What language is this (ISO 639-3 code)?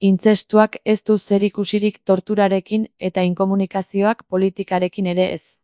eus